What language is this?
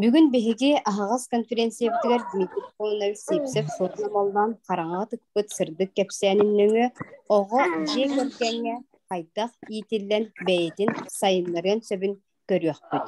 Yakut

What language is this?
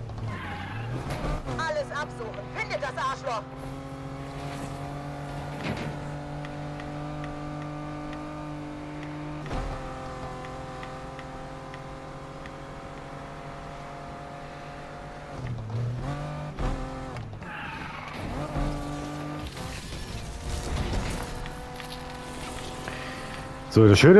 German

